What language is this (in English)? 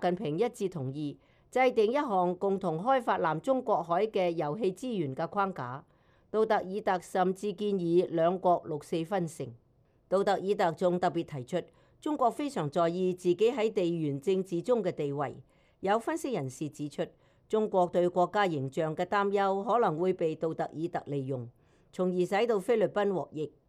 Cantonese